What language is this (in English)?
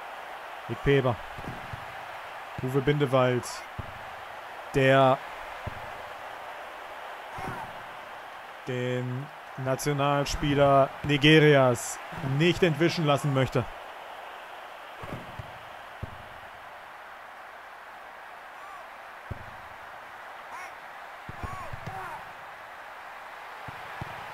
German